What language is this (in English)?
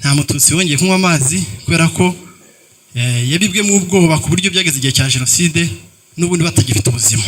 Kinyarwanda